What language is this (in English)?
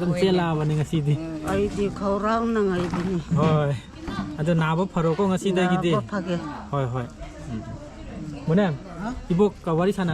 Manipuri